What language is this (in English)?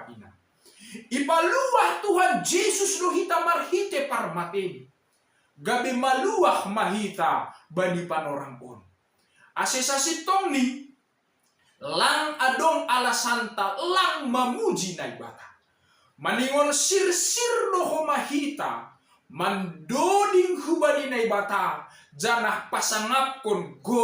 Batak Simalungun